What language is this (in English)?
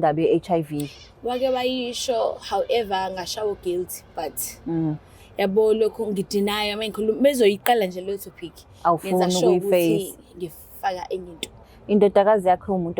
Zulu